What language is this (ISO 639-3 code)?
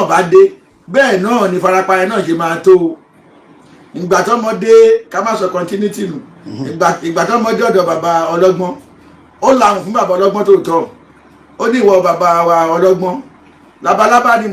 yor